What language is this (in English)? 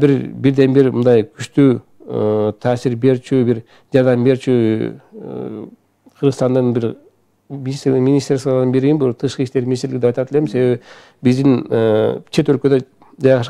Kyrgyz